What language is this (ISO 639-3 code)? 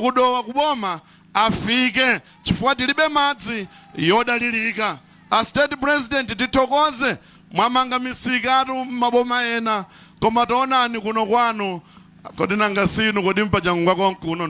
nya